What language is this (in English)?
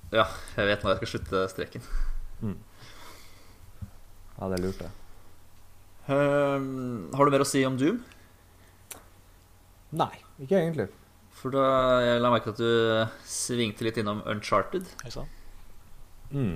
Norwegian